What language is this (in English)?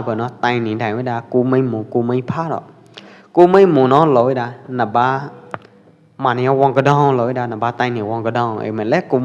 Pwo Eastern Karen